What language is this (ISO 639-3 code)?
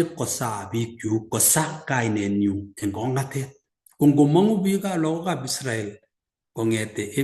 kln